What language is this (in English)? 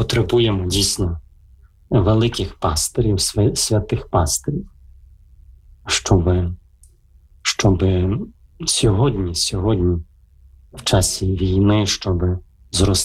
Ukrainian